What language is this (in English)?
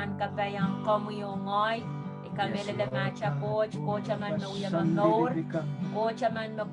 Pohnpeian